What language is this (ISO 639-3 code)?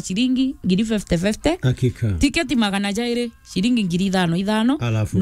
mer